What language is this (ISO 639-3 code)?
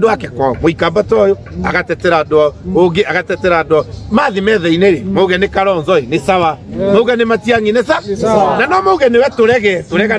kik